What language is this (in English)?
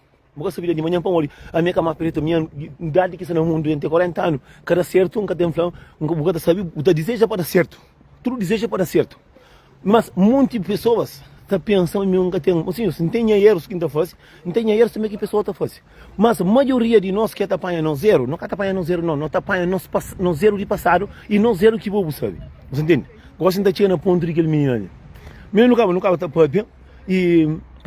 Kabuverdianu